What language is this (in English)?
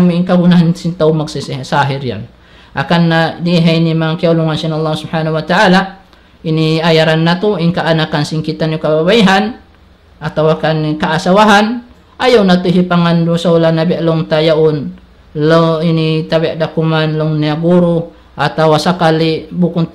Tausug